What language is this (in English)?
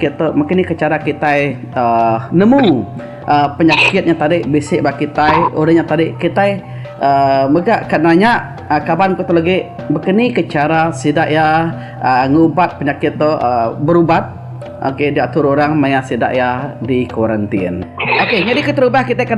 Iban